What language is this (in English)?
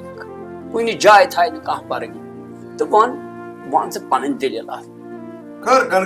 Kashmiri